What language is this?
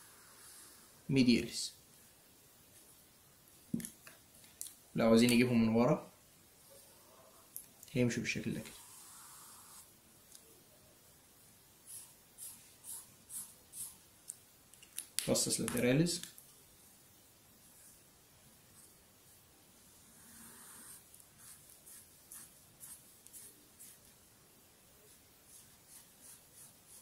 Egyptian Arabic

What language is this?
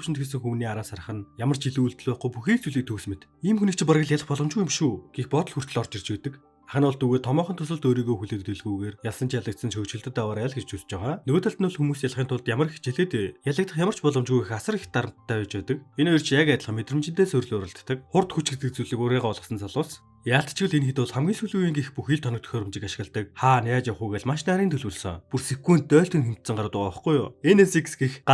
Mongolian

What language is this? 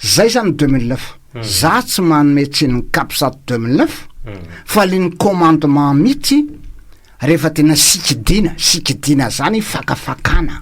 Malagasy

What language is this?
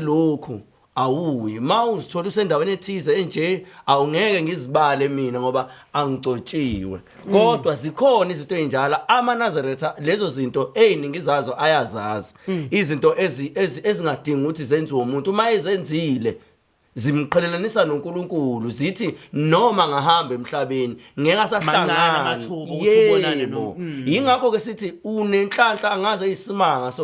Zulu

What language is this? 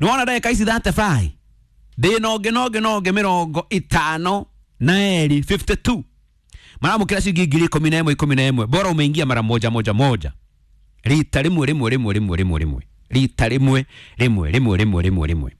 Kikuyu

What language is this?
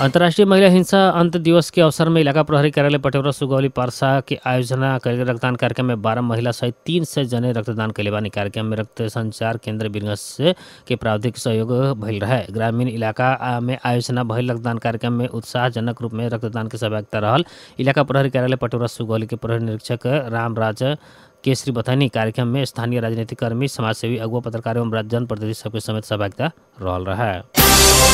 Bhojpuri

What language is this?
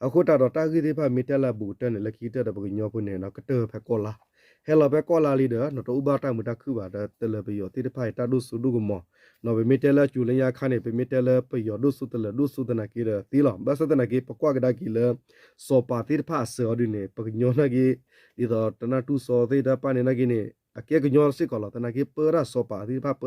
S'gaw Karen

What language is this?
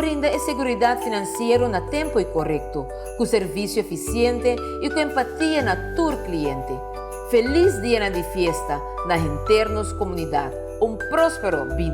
Papiamento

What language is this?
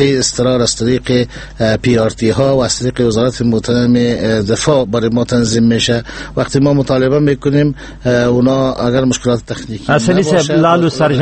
Persian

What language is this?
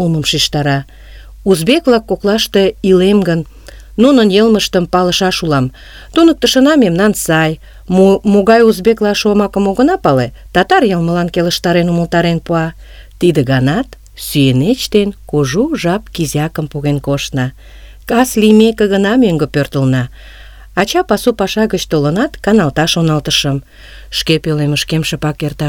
Mari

